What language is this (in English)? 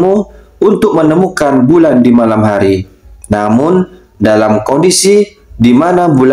Indonesian